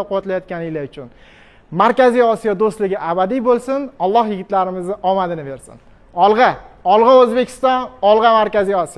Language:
Uzbek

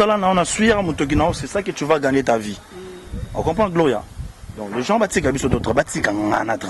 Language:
Lingala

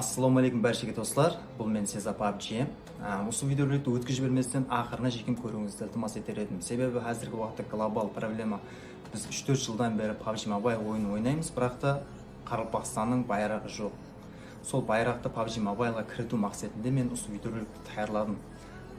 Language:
Kara-Kalpak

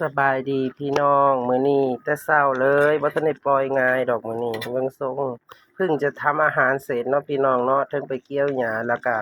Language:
Northeastern Thai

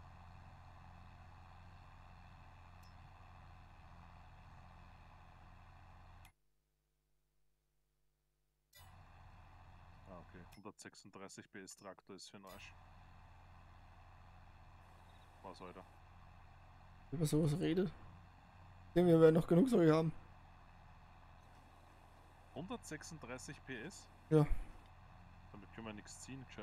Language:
German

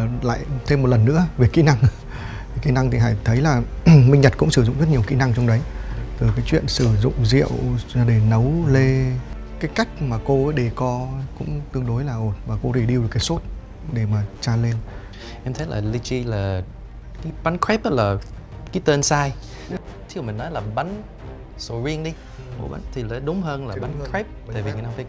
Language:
Vietnamese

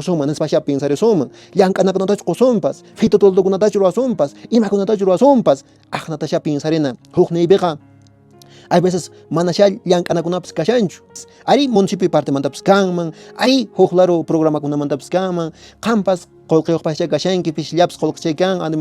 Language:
Quechua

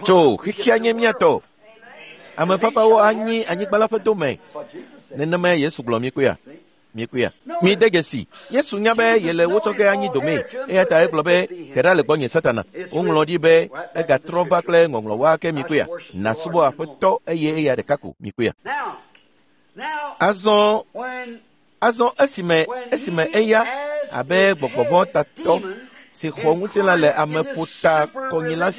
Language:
Ewe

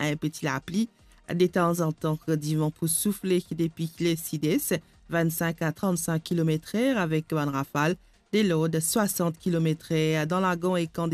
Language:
Morisyen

